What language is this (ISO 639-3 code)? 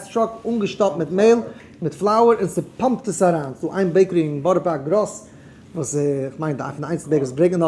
yid